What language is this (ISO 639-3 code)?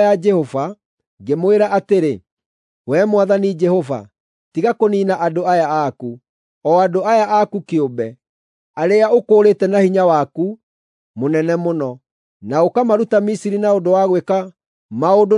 kik